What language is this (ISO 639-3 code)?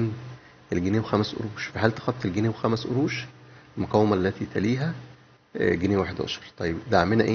arz